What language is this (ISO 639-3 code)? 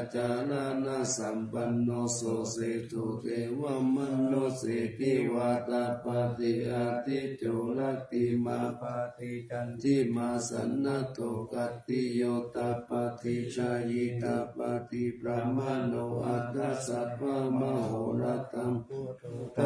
pli